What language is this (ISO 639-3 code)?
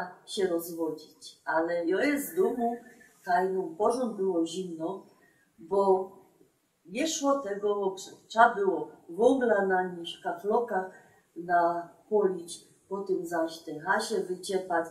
szl